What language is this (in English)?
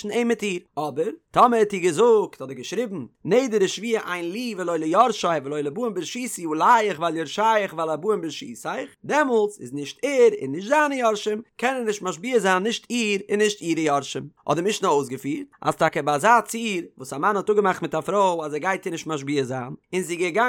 Yiddish